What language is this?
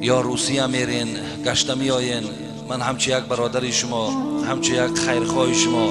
Tajik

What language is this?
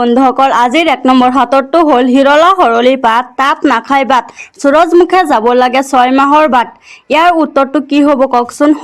Assamese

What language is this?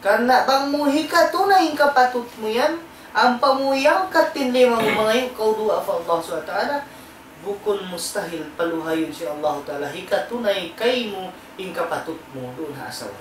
Tausug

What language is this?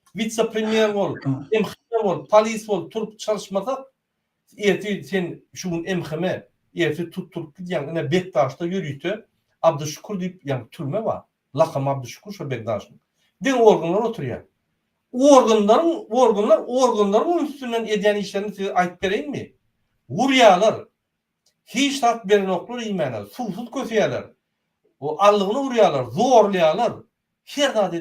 Turkmen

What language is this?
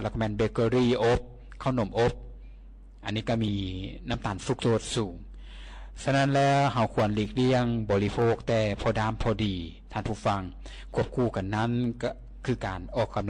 Lao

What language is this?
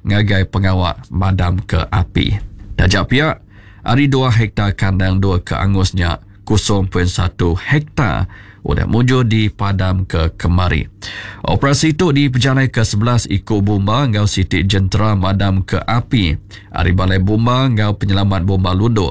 Iban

